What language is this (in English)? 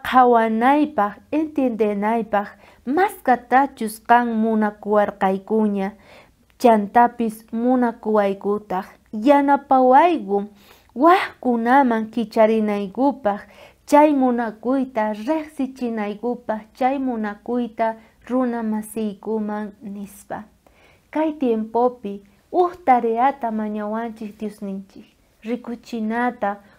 South Bolivian Quechua